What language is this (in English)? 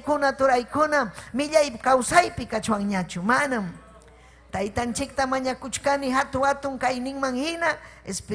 Ayacucho Quechua